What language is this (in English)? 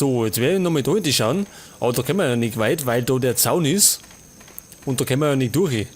Bavarian